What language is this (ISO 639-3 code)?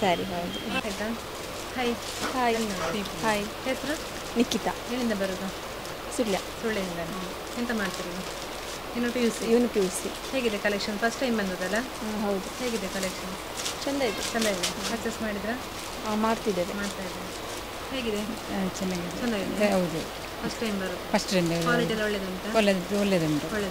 kan